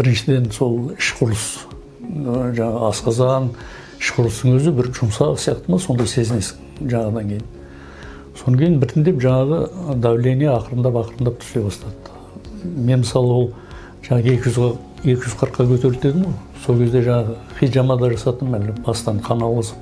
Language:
Kazakh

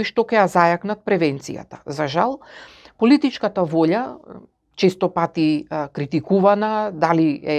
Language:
Macedonian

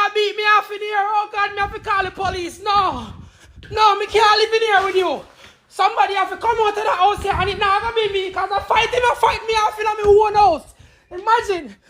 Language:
Jamaican Creole English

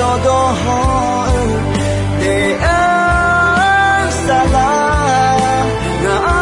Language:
Akha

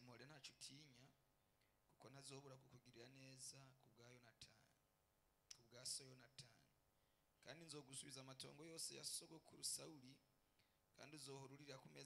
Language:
Rundi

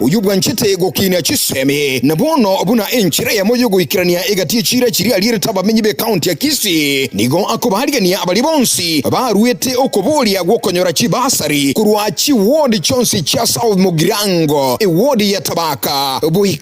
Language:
Gusii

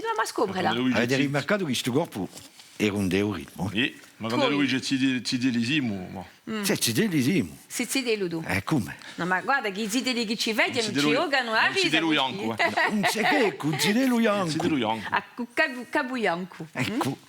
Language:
Corsican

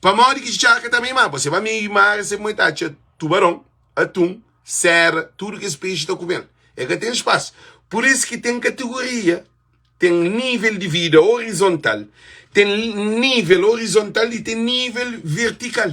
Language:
Kabuverdianu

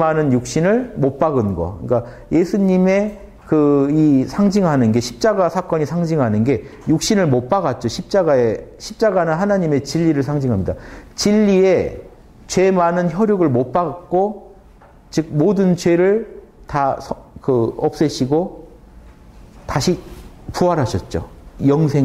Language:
Korean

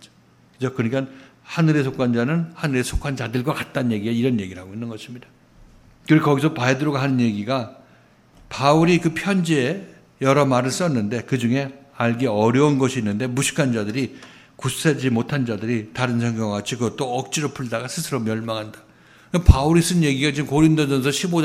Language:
Korean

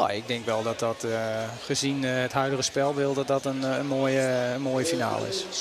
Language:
Western Frisian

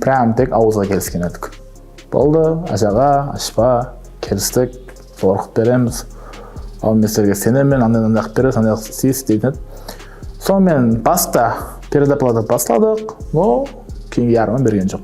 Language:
Kara-Kalpak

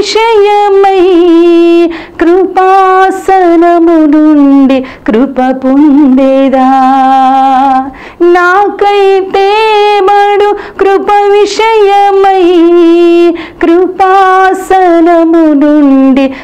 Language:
Telugu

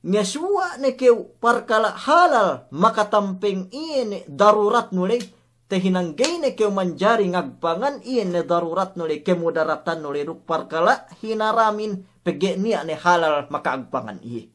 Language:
Yakan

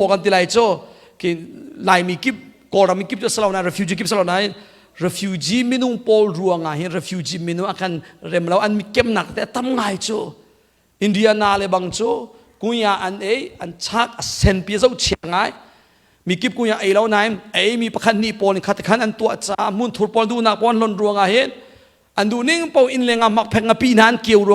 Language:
Hakha Chin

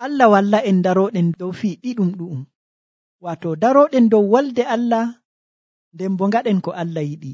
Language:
Nigerian Fulfulde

